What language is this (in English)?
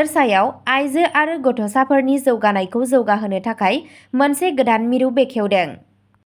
Bodo